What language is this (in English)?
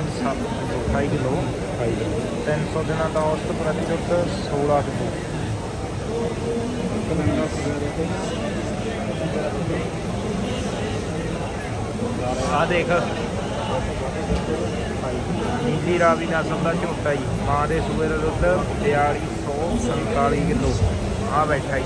Punjabi